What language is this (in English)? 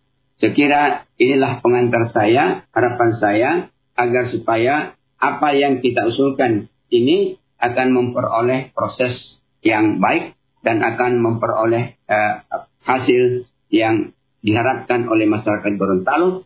Indonesian